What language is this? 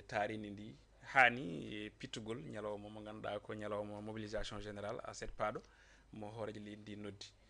Fula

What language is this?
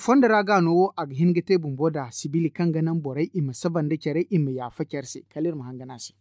Zarma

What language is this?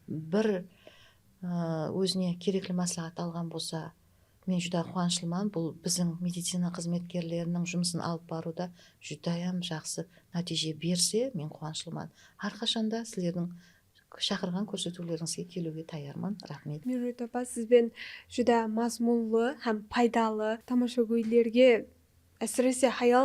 Kara-Kalpak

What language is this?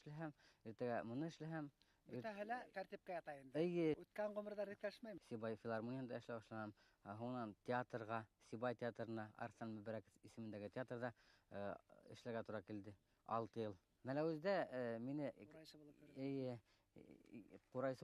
Bashkir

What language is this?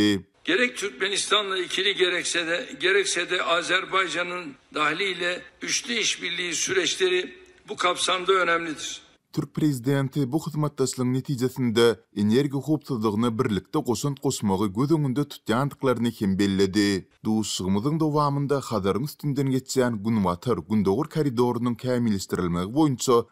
Turkmen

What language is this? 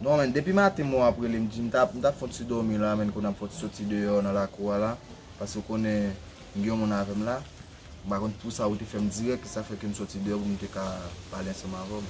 Haitian Creole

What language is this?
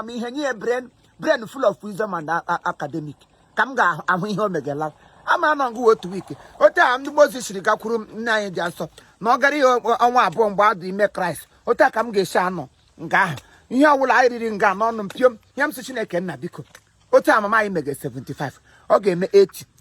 Igbo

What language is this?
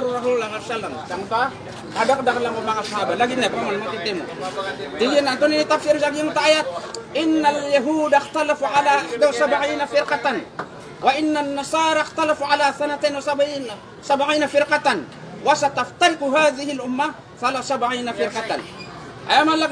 Maranao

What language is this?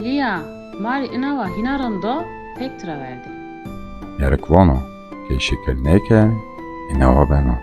Zaza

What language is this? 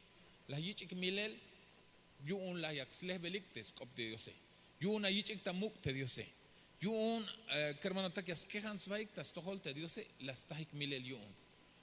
Tzeltal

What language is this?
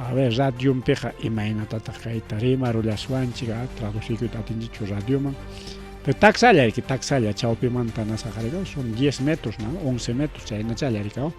Ayacucho Quechua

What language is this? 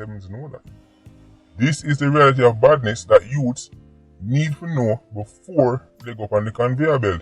Jamaican Creole English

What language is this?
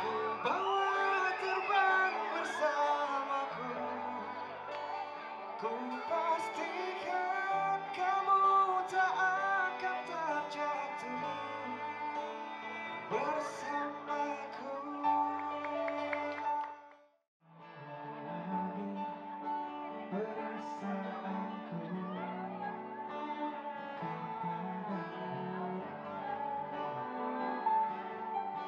Indonesian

